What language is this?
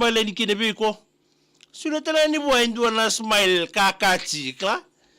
Fijian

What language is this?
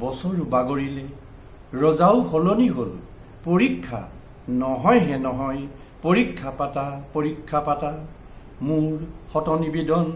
Assamese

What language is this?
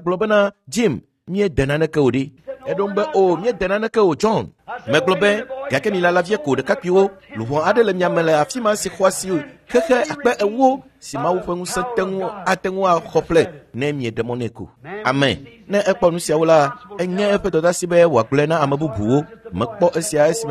Ewe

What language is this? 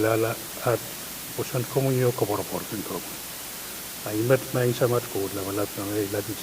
Pohnpeian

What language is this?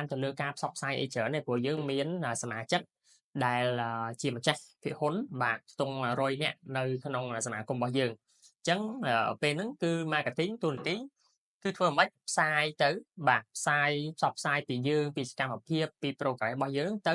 Khmer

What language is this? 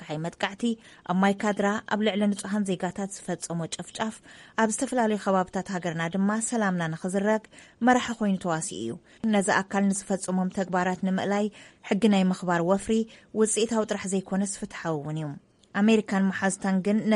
Tigrinya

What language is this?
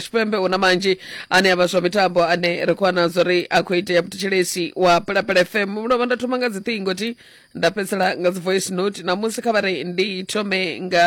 Venda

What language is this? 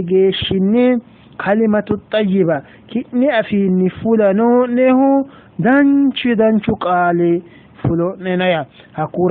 Sidamo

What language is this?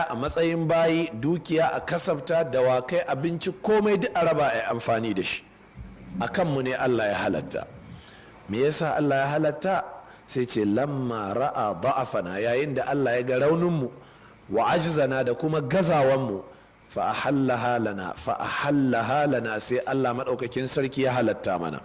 Hausa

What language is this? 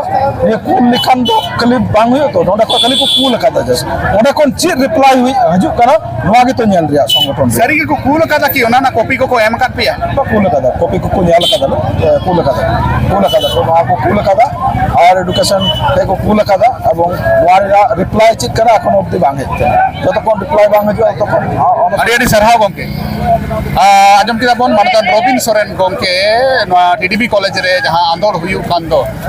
Santali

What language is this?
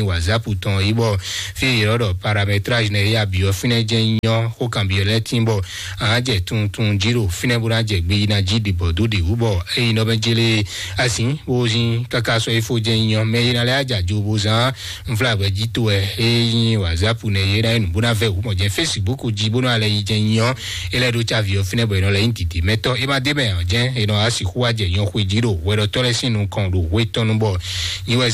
Fon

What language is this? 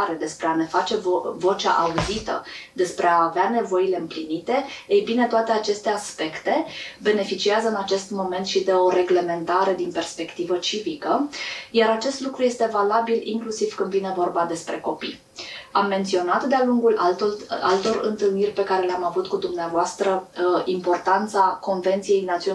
Romanian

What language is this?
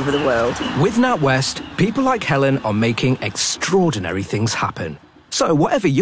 English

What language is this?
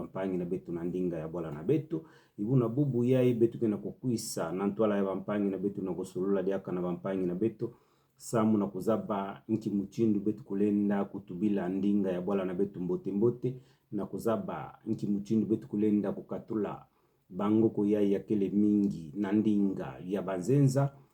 Kituba (Democratic Republic of Congo)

